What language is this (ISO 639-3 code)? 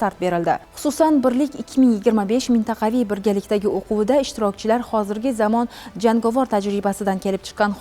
uzb